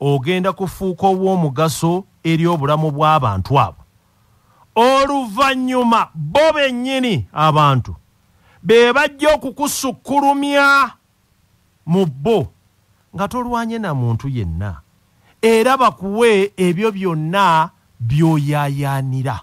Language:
Ganda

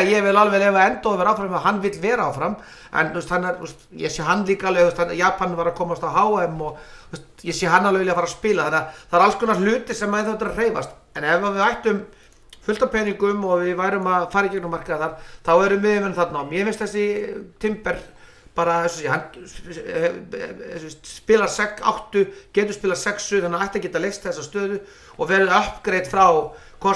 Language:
Icelandic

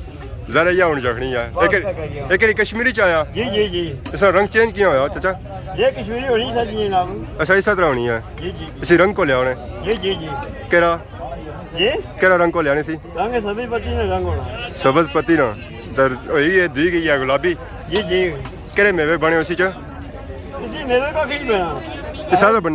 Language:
Pahari-Potwari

